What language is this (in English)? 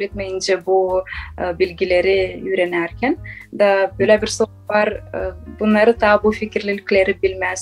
Gagauz